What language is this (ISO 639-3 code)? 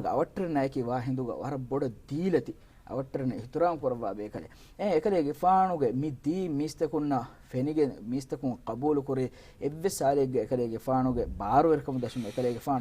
div